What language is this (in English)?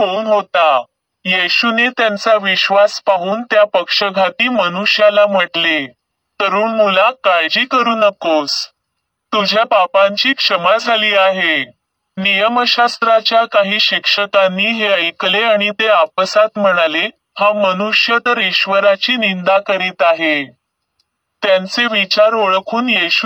Marathi